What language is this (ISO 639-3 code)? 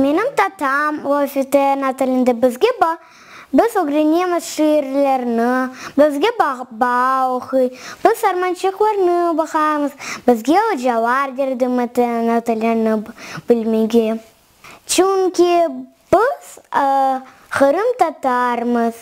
crh